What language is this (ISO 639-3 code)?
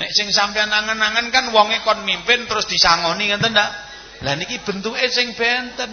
jav